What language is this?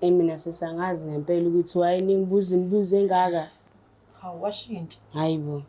Zulu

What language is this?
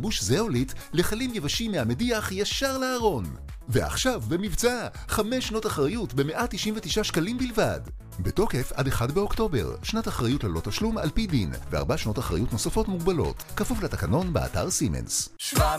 Hebrew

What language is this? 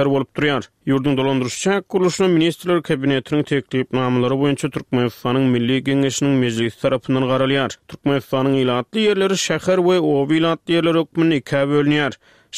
Turkmen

